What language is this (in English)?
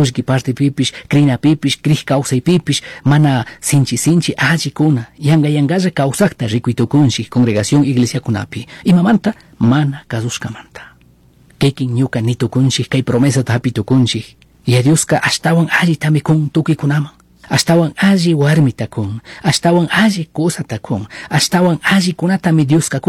Chimborazo Highland Quichua